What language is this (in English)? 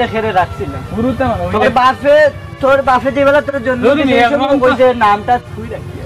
Sylheti